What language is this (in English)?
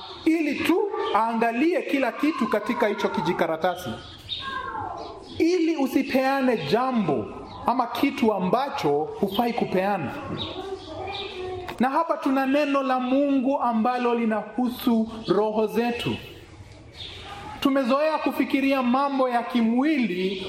Swahili